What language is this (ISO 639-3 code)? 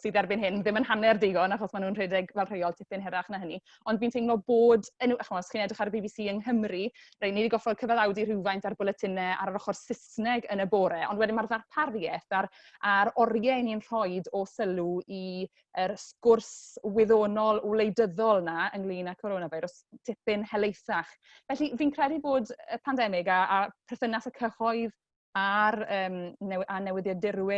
cym